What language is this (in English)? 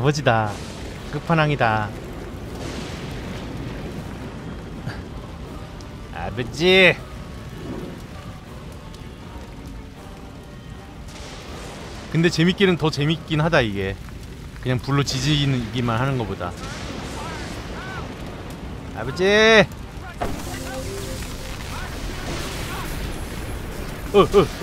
Korean